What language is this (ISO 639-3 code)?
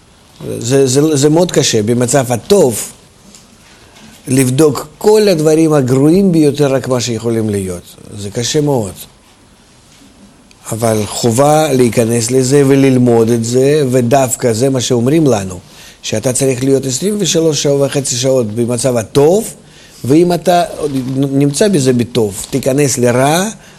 heb